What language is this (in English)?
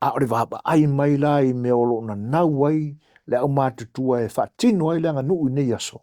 Samoan